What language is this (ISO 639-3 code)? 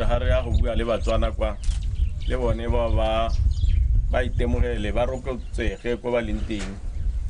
tsn